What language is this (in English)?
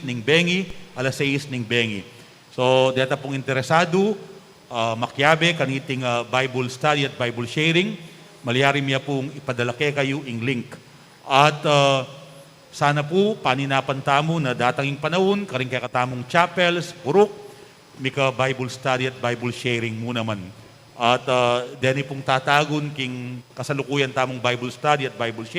Pampanga